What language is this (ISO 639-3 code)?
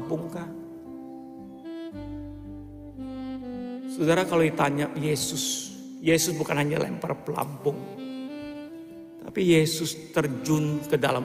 ind